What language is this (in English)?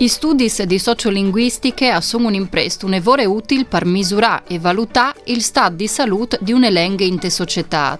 Friulian